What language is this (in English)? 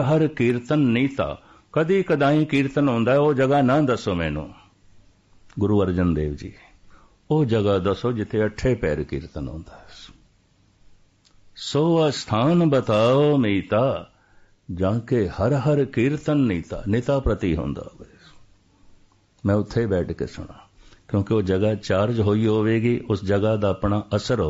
Punjabi